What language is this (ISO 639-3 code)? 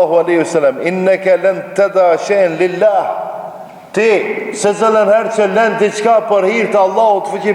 sqi